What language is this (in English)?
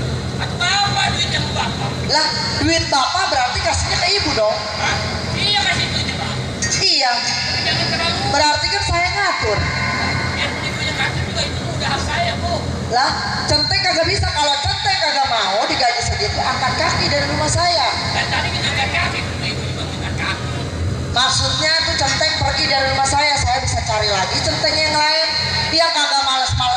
Betawi